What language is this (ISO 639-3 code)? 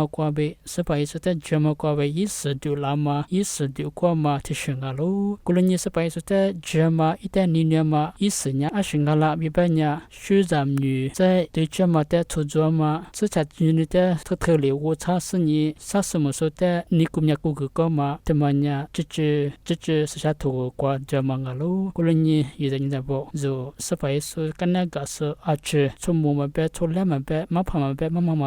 lis